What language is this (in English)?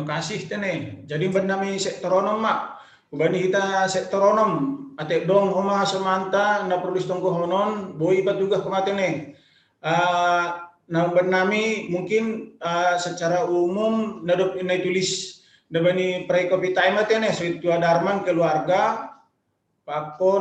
Batak Simalungun